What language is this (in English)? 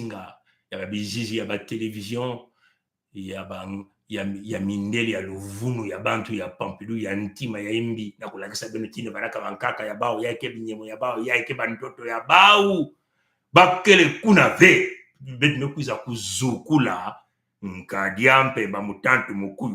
Kituba (Congo)